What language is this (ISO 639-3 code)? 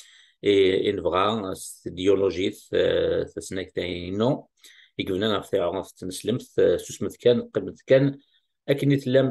kab